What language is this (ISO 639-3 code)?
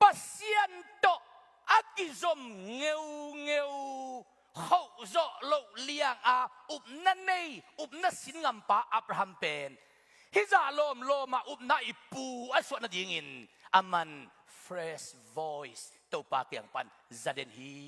ctd